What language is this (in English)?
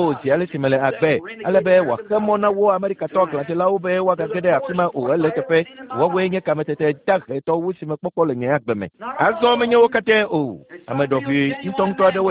Ewe